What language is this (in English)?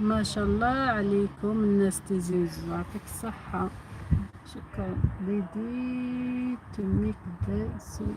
Algerian Arabic